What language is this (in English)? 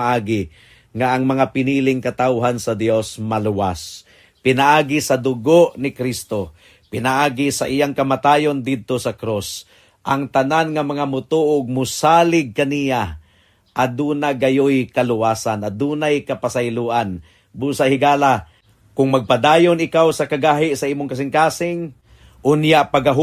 Cebuano